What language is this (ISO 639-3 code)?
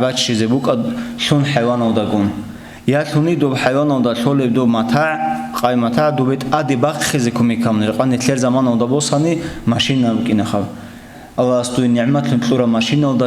ava